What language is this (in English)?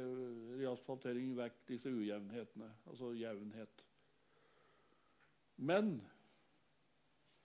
Norwegian